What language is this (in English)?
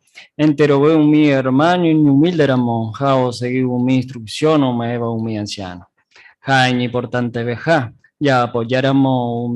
Guarani